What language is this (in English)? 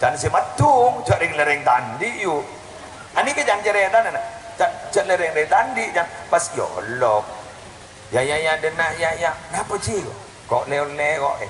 Madurese